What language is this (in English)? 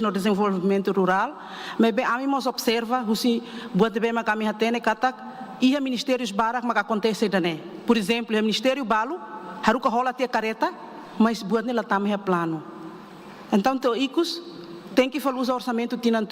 Tetum